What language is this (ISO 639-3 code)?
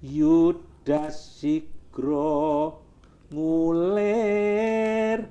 jav